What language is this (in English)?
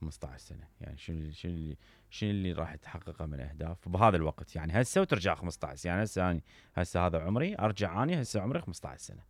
Mesopotamian Arabic